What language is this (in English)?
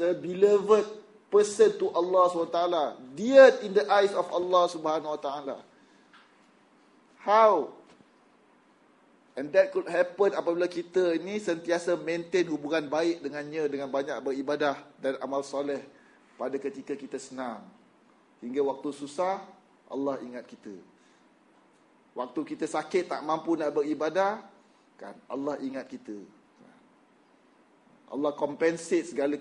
Malay